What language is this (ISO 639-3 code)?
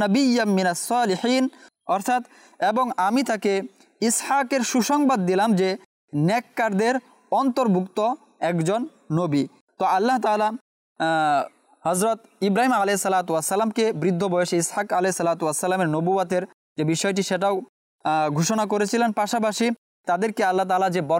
ben